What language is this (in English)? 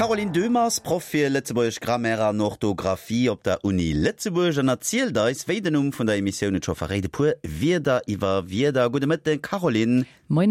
Luxembourgish